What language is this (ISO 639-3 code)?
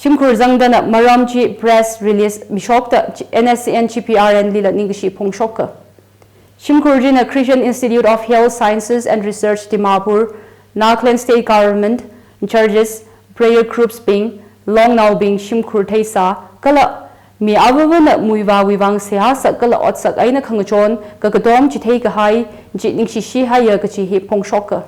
nmf